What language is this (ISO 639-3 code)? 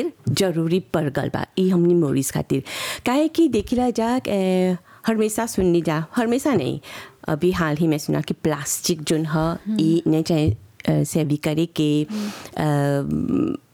bho